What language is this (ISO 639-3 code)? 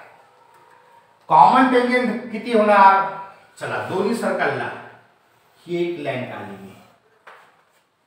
mar